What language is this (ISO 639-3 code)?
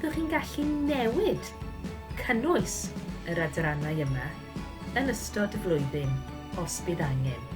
cym